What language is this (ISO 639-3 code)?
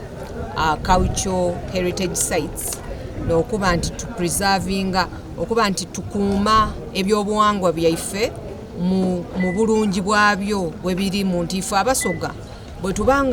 xog